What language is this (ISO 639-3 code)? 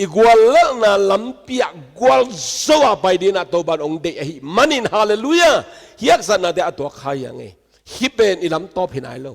ctd